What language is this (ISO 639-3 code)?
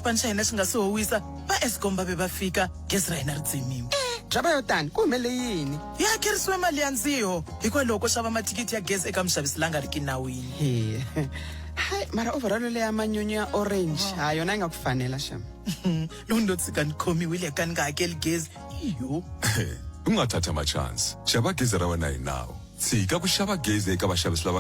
tso